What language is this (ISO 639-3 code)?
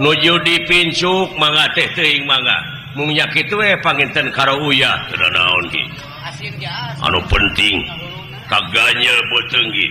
sun